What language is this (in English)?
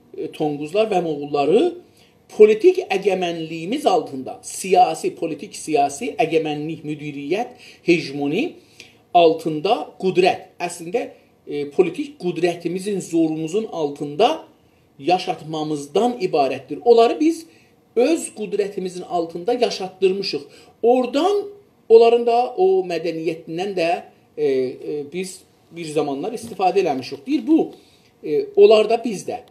South Azerbaijani